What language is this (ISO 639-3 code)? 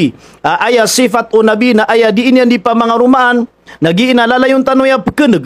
mrw